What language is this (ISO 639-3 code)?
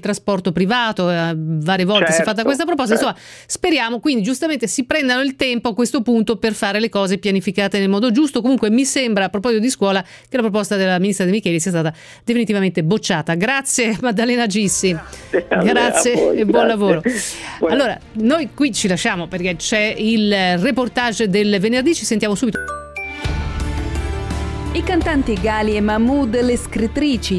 ita